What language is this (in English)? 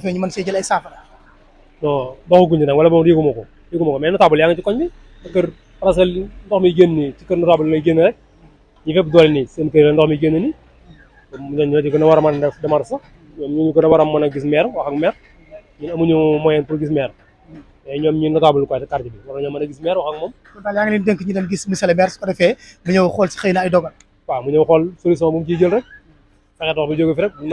Wolof